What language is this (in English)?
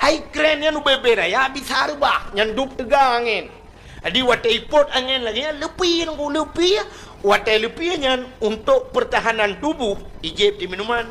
Achinese